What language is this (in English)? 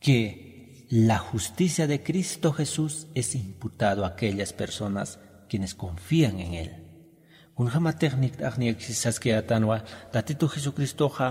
Aymara